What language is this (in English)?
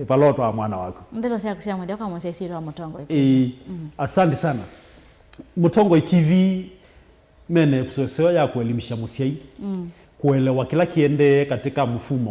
Kamba